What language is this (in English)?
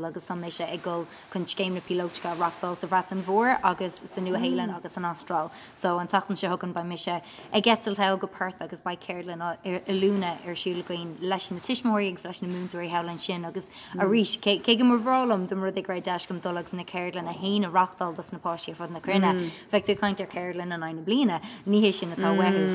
Irish